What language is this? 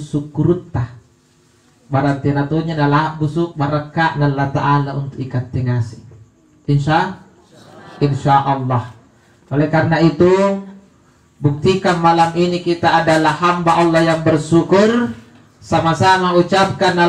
Makasar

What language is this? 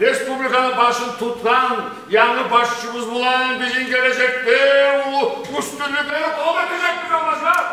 Kumyk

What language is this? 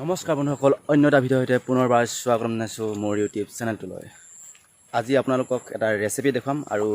Assamese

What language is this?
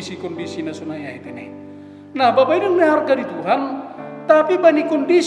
Batak Simalungun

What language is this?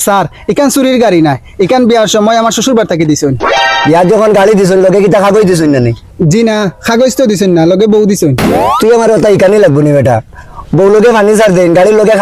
Sylheti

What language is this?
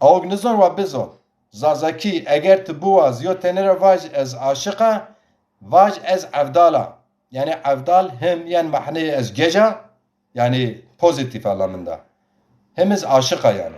Zaza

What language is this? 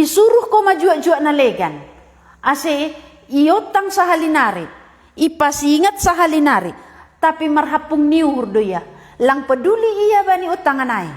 Batak Simalungun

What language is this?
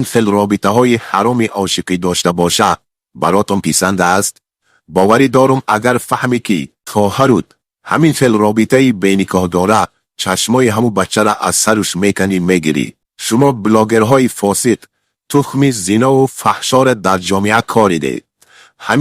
Tajik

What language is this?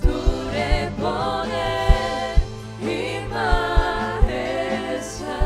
Papiamento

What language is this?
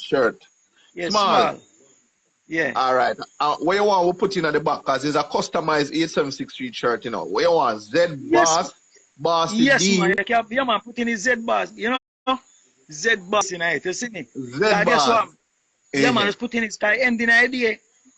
Jamaican Creole English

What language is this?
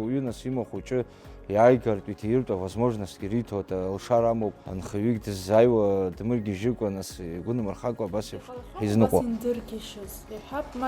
Abkhazian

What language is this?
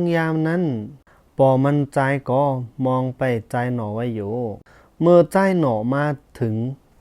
Shan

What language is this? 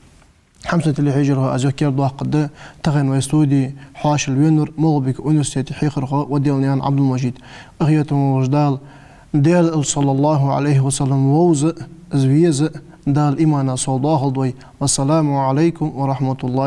Ingush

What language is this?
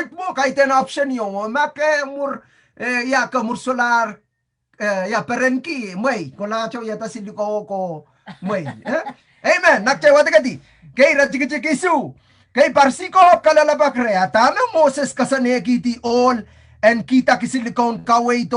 Pohnpeian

